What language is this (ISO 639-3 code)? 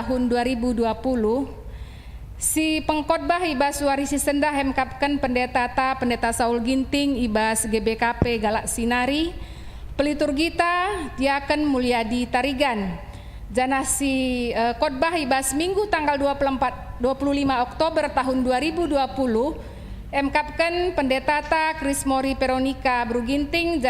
btx